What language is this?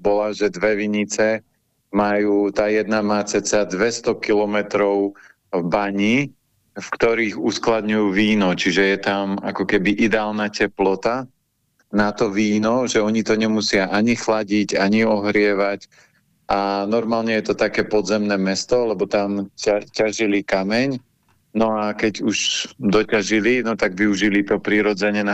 Slovak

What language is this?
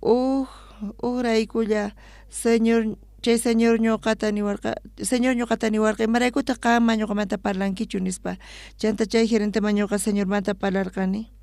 South Bolivian Quechua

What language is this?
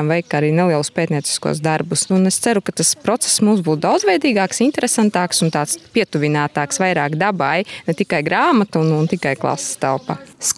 Latvian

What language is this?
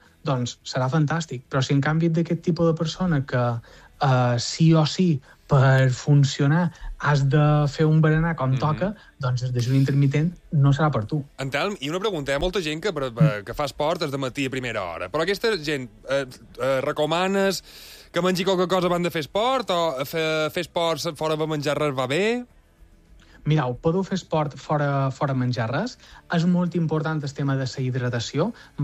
Catalan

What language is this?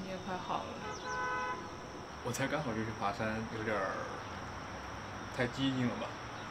Chinese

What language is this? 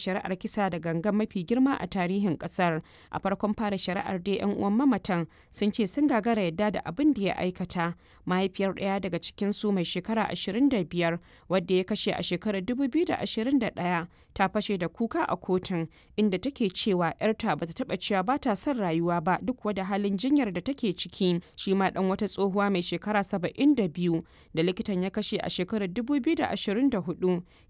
Hausa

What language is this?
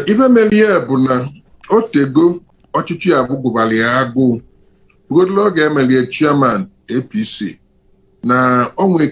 Igbo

